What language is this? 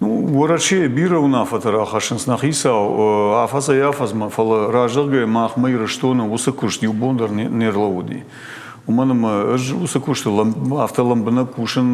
Ossetic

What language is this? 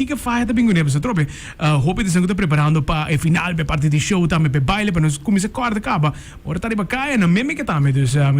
Papiamento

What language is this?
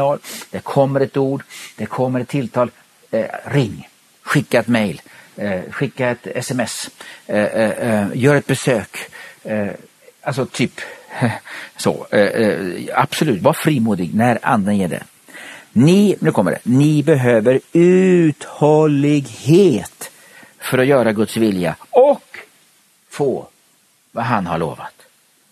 Swedish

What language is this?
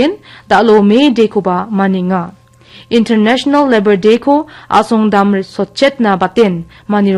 Garo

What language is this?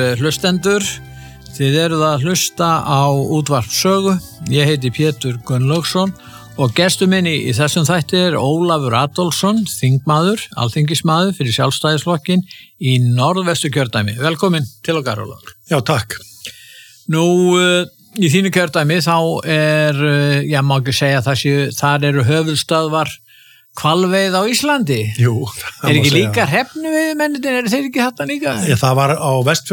Icelandic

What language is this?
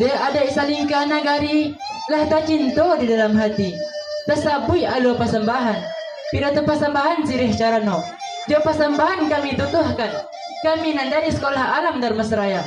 Minangkabau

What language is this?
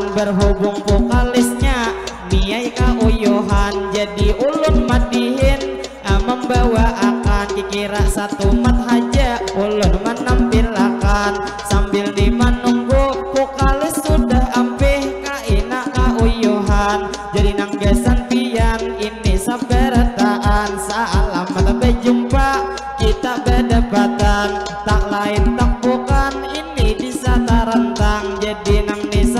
Banjar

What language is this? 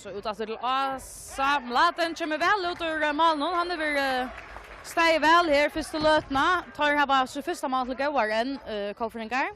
Faroese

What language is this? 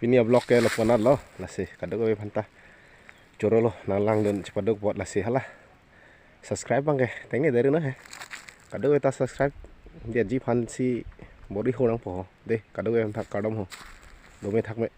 Karbi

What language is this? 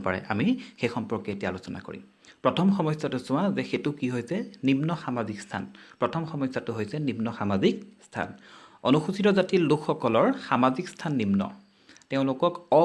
Assamese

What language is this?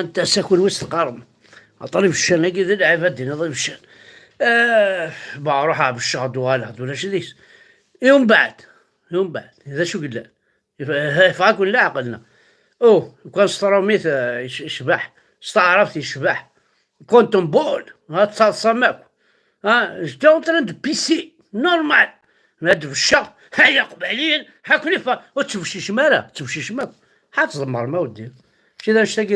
Kabyle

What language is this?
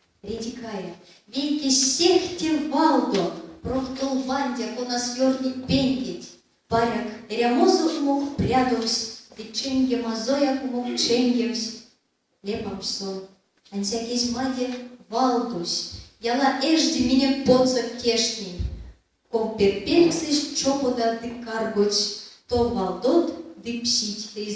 Erzya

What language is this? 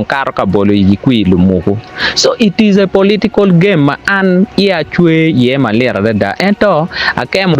Acoli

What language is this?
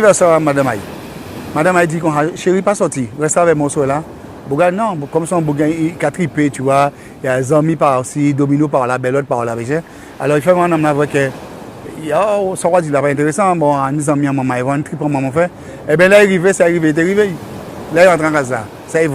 Guadeloupean Creole French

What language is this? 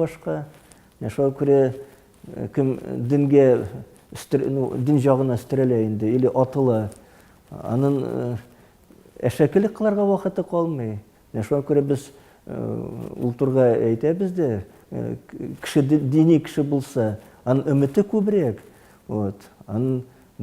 Tatar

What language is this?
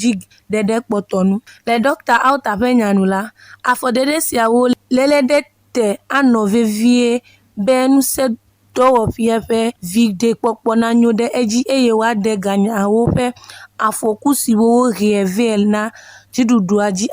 Ewe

